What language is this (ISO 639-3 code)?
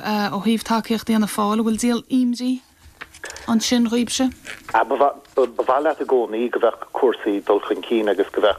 gle